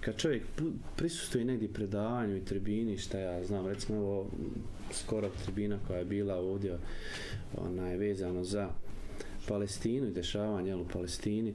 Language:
Bosnian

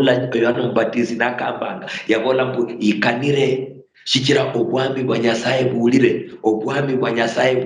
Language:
Luyia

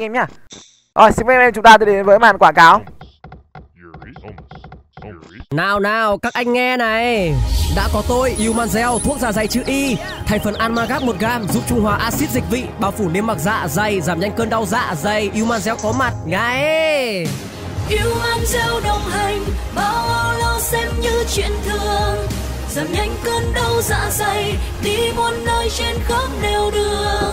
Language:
Vietnamese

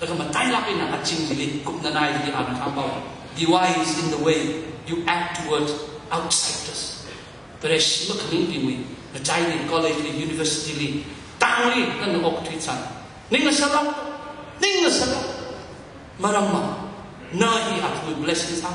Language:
Tangkhul Naga (India)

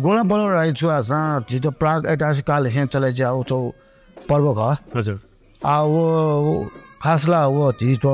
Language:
Newari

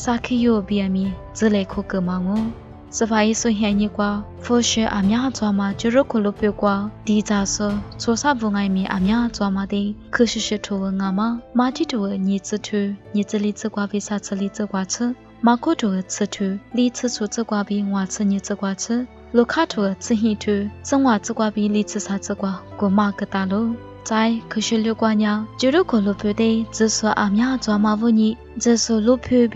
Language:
Lisu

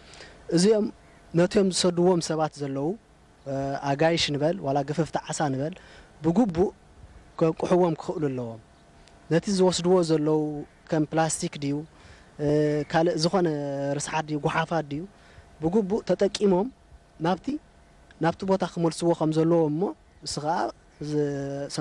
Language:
Tigrinya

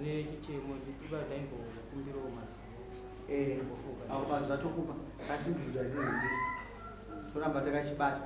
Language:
Shona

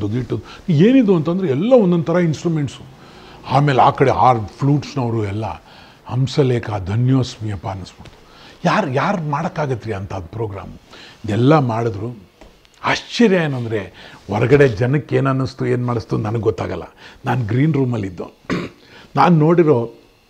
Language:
Kannada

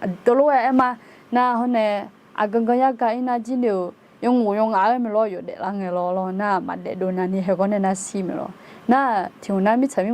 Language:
Akha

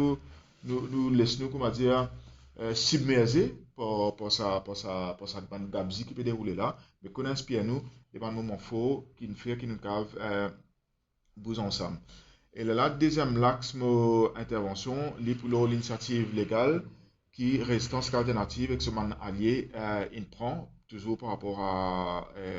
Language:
Morisyen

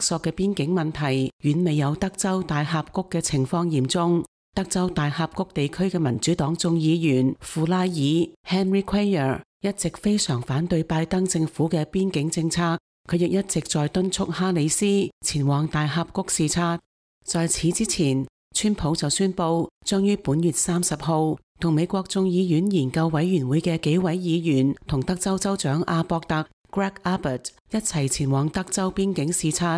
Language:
Cantonese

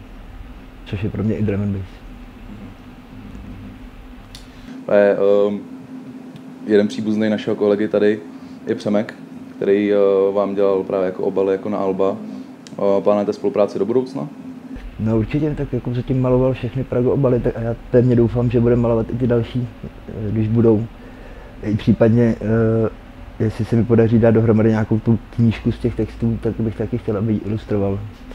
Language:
Czech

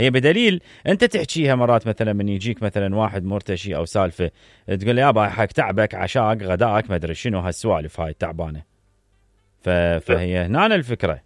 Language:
Mesopotamian Arabic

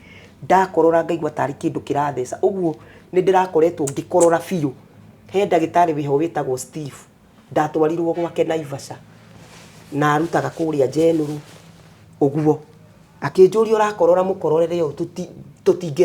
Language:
Kikuyu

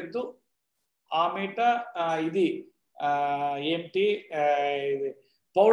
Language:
Telugu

